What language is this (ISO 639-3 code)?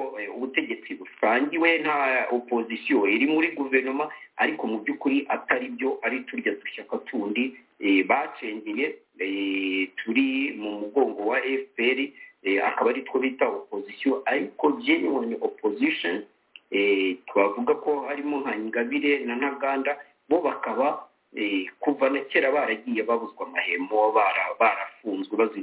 kin